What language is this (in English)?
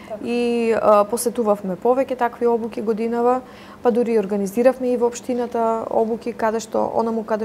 Macedonian